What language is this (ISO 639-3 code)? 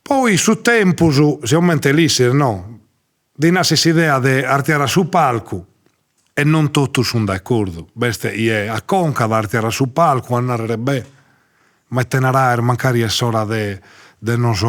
srd